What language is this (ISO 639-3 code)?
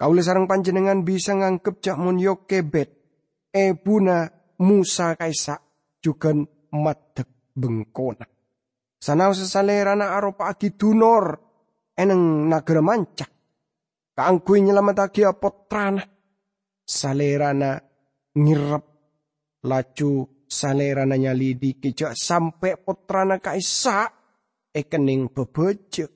mad